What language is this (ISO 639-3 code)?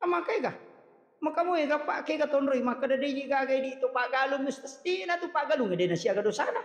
bug